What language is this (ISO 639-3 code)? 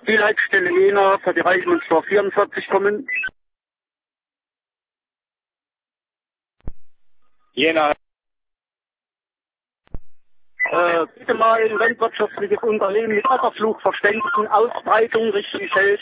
deu